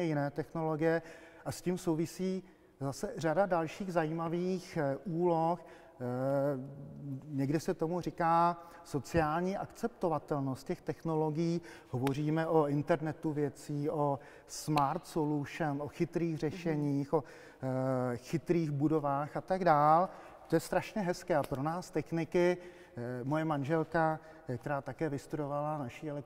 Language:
Czech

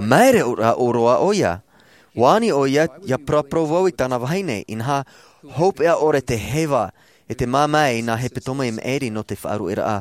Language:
Tahitian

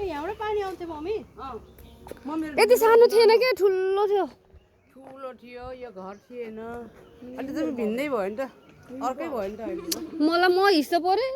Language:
Nepali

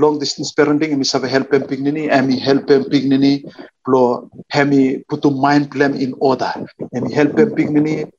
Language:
Bislama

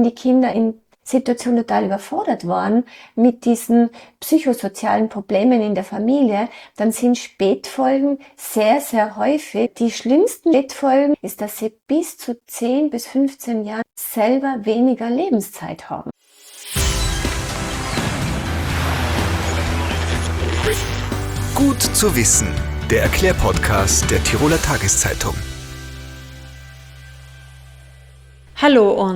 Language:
German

